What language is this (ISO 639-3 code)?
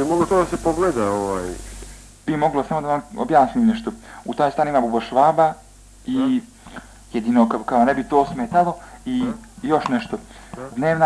bos